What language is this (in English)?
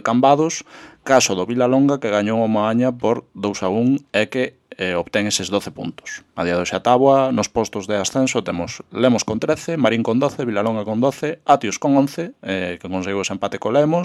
Galician